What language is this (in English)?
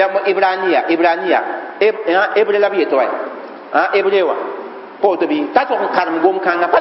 Mossi